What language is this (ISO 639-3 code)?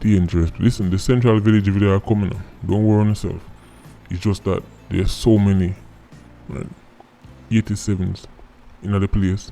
jam